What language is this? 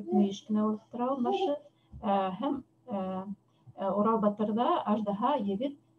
Bashkir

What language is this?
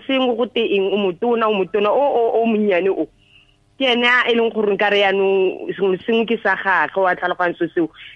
Tswana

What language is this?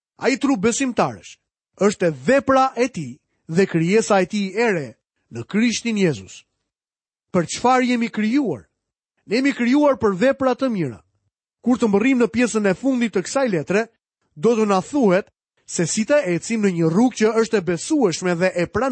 Albanian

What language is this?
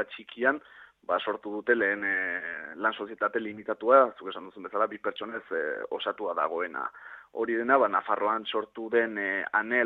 Basque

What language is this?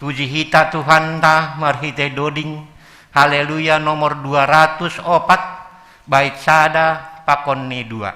Batak Simalungun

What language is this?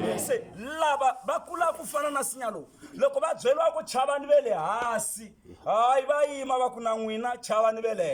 Tsonga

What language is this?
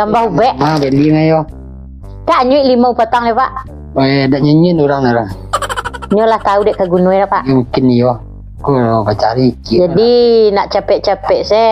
Minangkabau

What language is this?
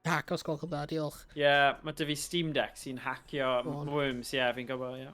Welsh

